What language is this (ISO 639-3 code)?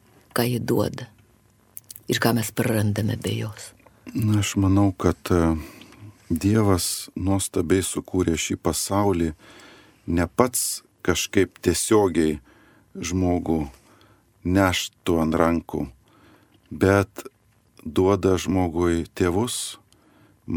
lit